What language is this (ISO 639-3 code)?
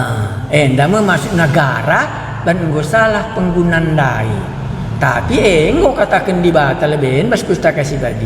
btx